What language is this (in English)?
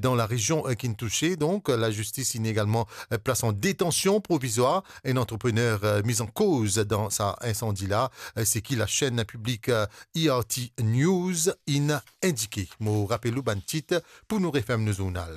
Morisyen